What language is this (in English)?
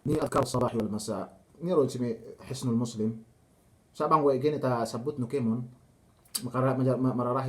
Yakan